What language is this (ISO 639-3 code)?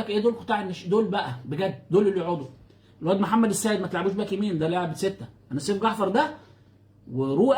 arz